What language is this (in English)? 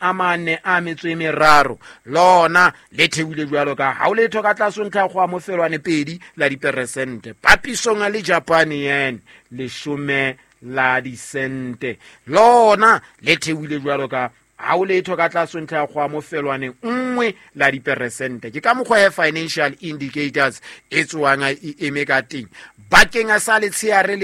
Southern Sotho